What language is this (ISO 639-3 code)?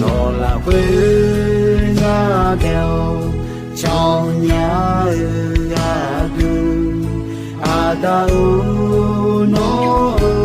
ahk